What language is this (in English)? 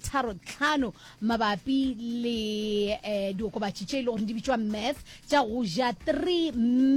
Northern Sotho